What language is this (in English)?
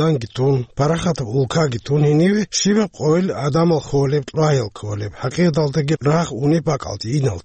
Avaric